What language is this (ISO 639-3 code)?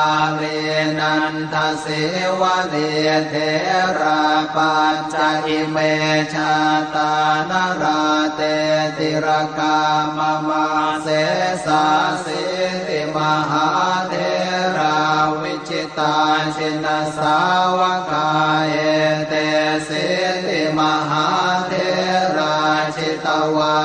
pli